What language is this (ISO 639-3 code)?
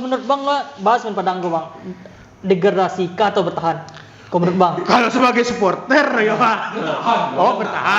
min